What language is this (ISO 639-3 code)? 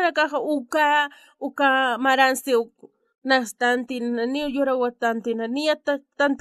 aym